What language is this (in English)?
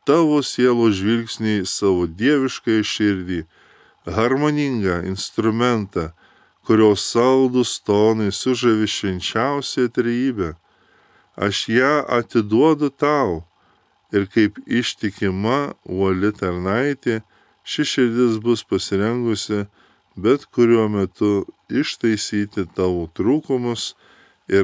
Lithuanian